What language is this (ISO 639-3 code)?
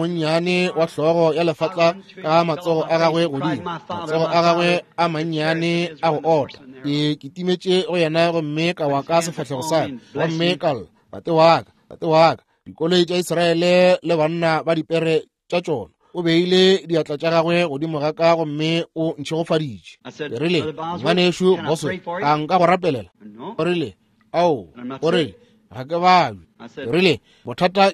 nso